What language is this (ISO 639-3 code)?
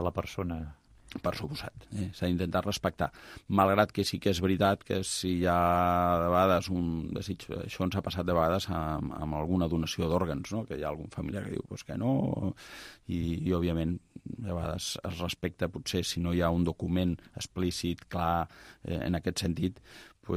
cat